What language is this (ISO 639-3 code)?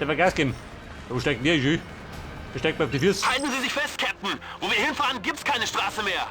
bar